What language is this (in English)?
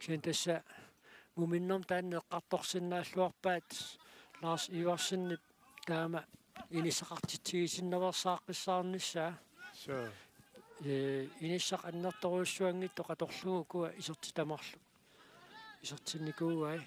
Kalaallisut